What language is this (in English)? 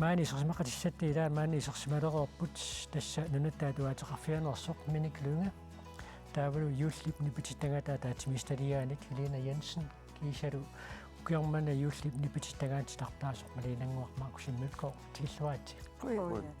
Kalaallisut